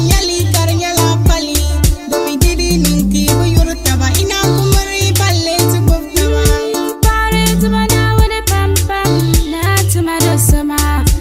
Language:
Dagbani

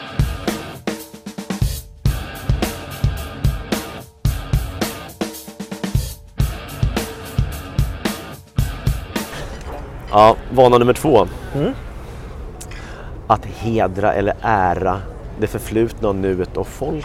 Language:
Swedish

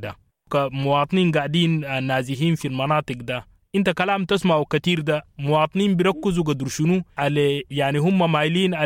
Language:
Sudanese Arabic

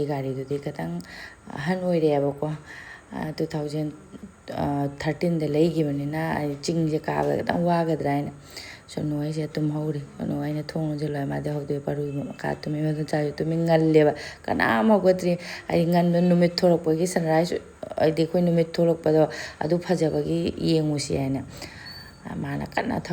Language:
Manipuri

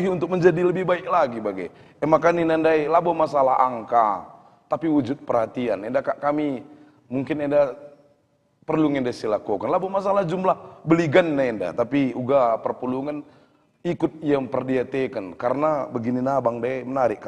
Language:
Batak Karo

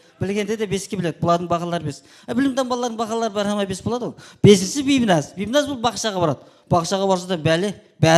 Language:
Kara-Kalpak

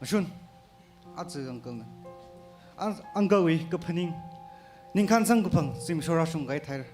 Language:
Tangkhul Naga (India)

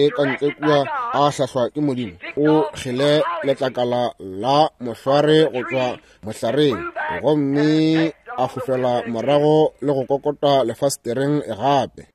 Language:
Northern Sotho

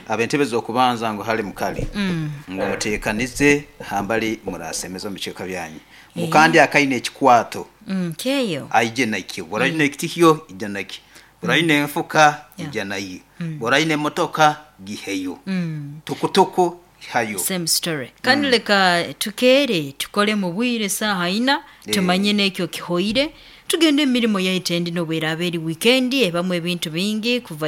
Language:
Nyoro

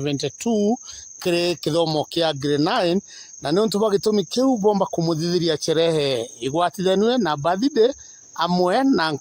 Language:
Meru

